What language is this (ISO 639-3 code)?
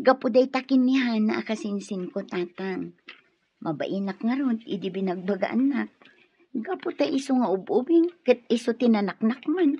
ilo